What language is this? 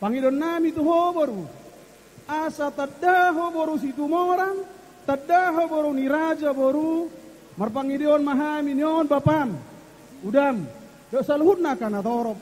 Batak Toba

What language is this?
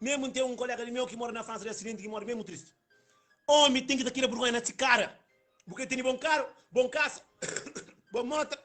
Kabuverdianu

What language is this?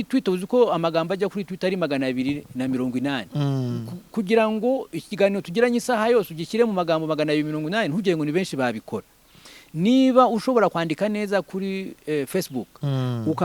Kinyarwanda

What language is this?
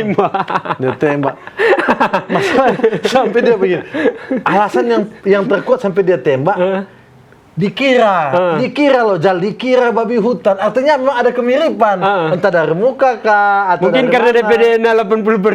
Manado Malay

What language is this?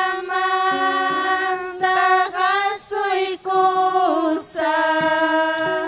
Ayacucho Quechua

